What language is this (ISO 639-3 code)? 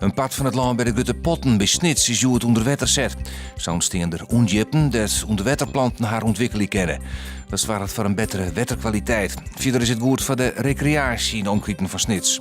fry